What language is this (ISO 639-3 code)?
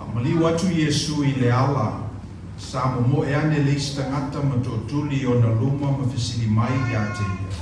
smo